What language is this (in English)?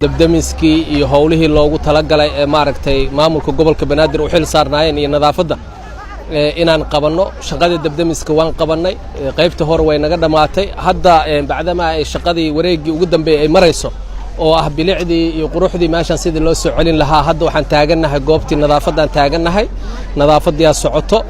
Somali